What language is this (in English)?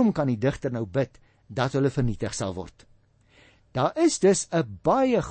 Afrikaans